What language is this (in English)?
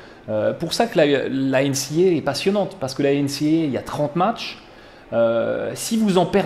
French